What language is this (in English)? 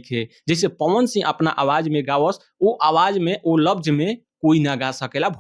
Bhojpuri